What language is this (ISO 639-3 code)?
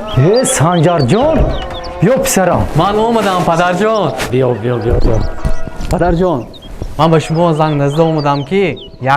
tgk